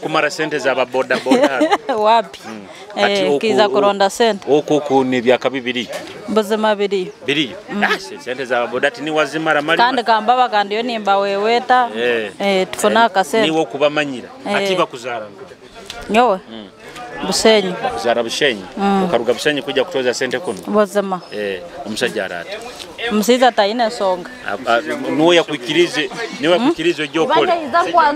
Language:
Nyoro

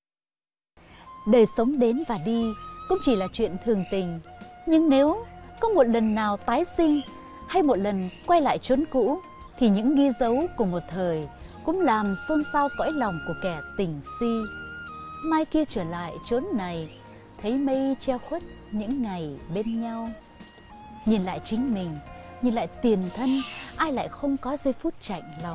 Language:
Vietnamese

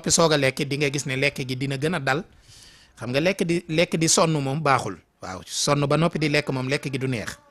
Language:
Wolof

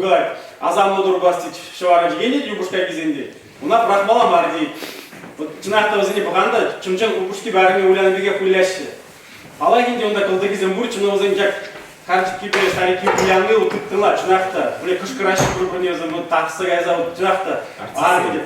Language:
Chuvash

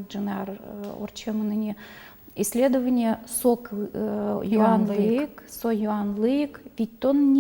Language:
Udmurt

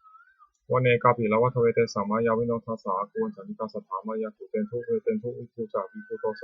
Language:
Pali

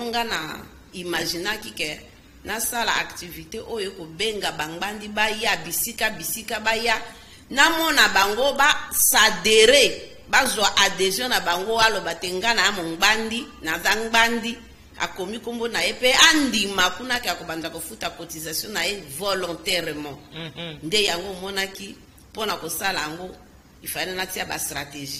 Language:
Lingala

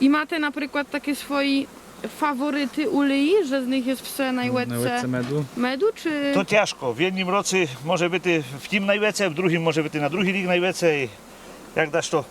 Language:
Rusyn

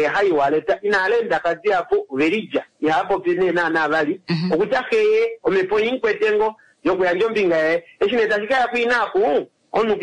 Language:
Kuanyama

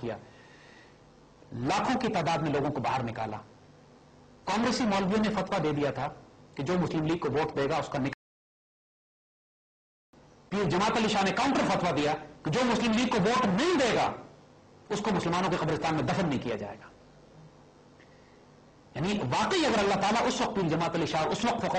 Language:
Urdu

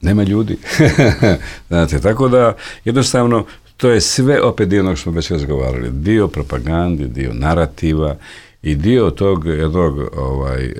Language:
Bosnian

